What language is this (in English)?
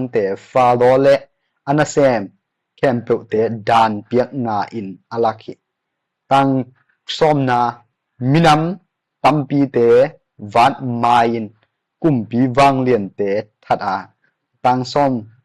Tedim Chin